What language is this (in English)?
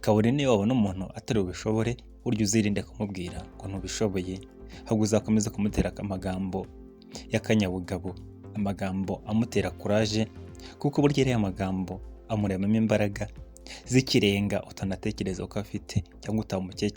Kinyarwanda